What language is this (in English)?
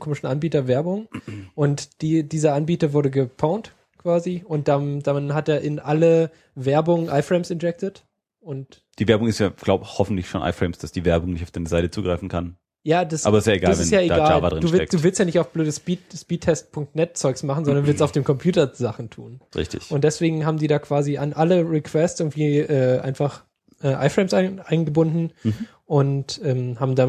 German